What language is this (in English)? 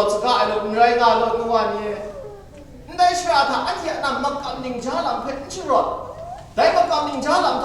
Kachin